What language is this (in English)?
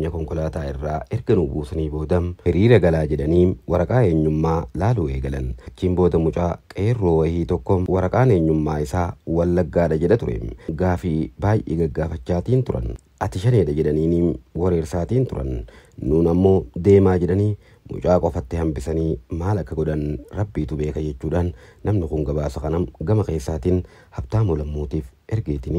Oromo